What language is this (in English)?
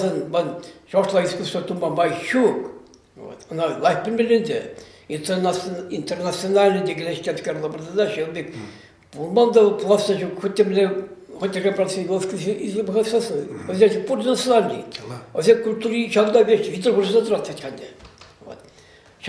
Chuvash